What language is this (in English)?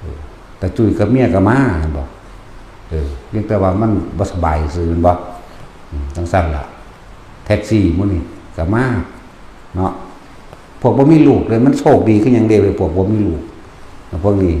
Northeastern Thai